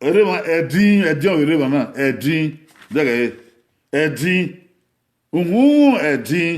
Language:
Bini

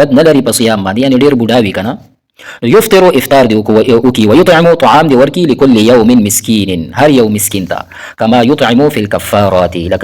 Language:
Pashto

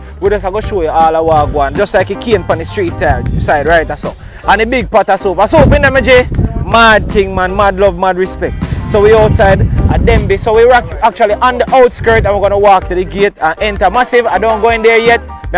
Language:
Jamaican Creole English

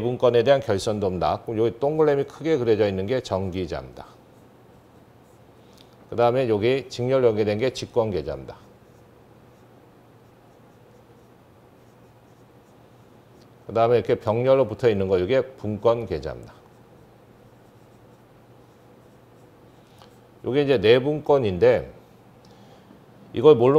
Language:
Korean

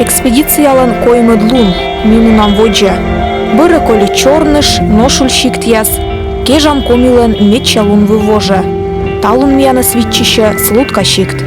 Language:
Komi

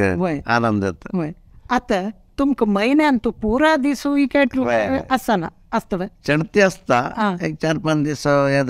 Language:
Konkani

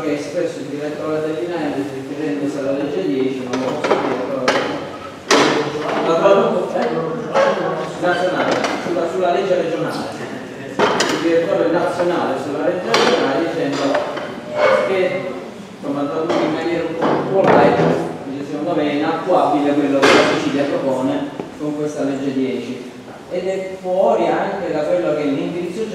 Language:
Italian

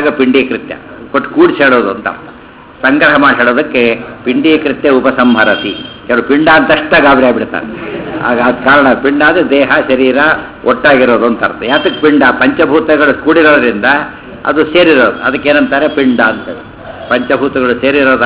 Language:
Kannada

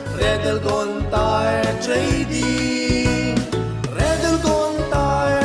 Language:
Bikol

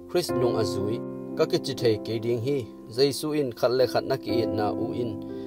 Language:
Tedim Chin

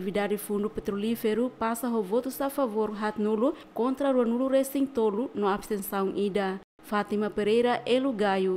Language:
Tetum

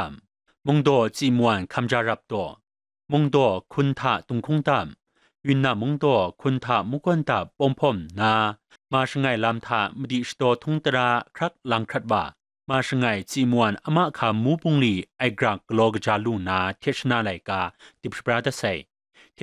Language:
Kachin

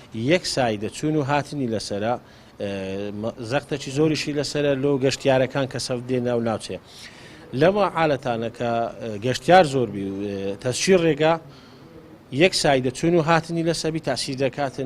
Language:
Central Kurdish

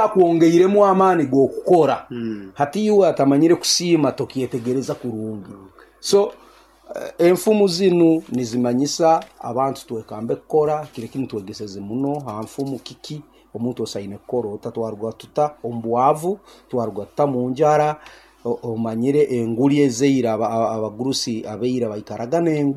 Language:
Nyankole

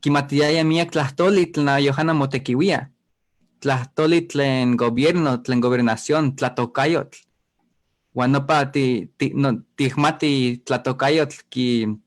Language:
Eastern Huasteca Nahuatl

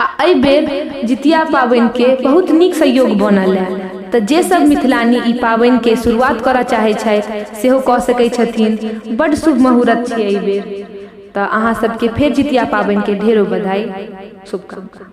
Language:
Maithili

